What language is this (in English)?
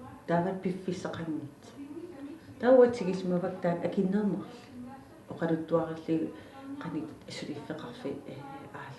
Kalaallisut